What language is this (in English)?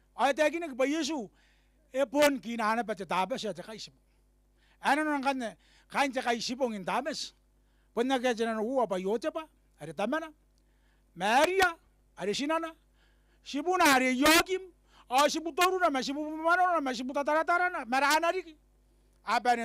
Gilbertese